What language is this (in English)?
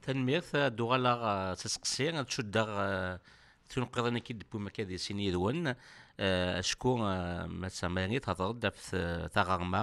Kabyle